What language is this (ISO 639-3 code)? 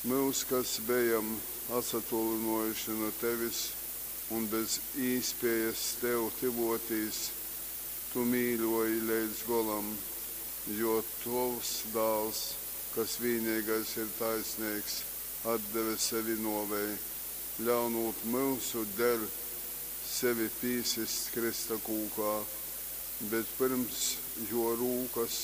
ltg